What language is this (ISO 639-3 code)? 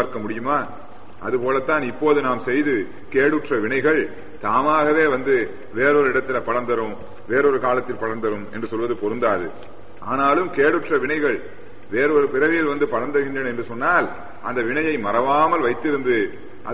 tam